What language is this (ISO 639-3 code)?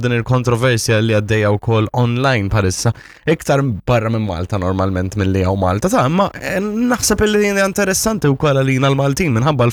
mlt